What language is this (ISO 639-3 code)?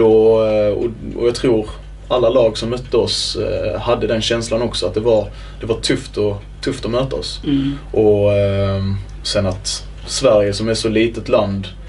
swe